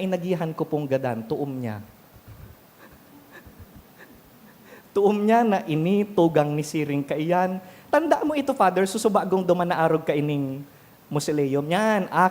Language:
Bikol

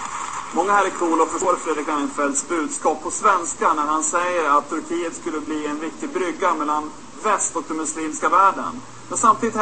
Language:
Swedish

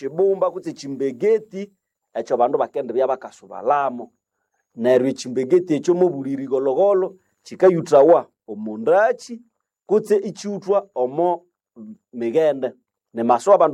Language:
Nande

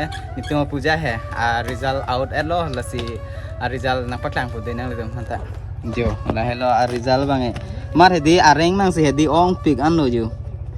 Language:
Karbi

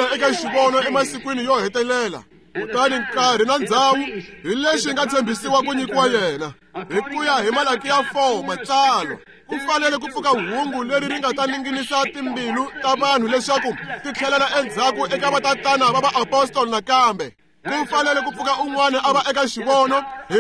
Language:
Tsonga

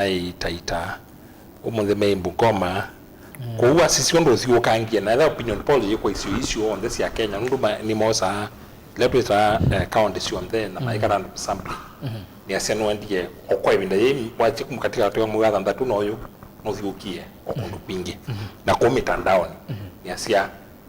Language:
Kamba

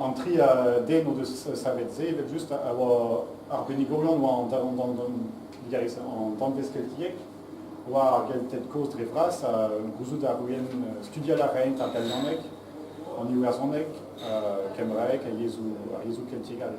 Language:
Breton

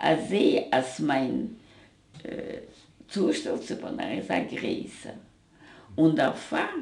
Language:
Yiddish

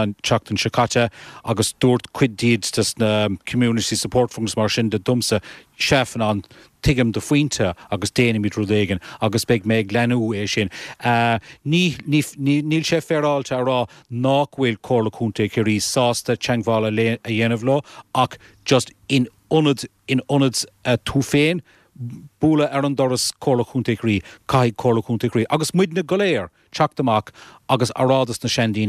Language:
Irish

